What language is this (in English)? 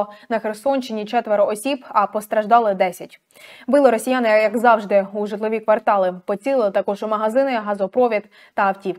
Ukrainian